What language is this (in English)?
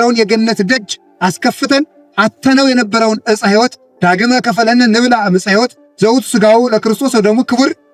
Amharic